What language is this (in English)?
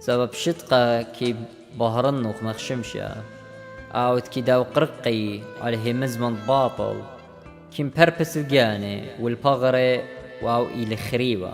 Assyrian Neo-Aramaic